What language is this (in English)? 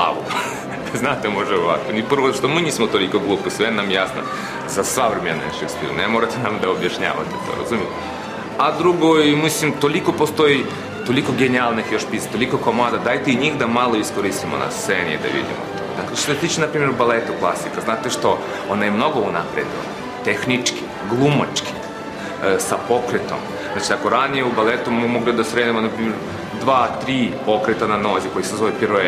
Serbian